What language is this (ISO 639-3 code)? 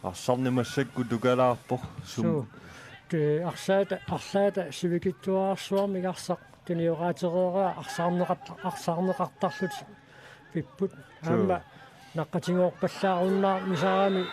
kal